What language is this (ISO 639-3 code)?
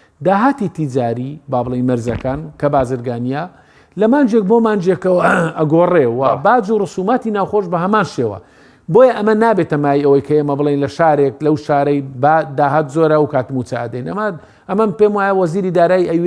ckb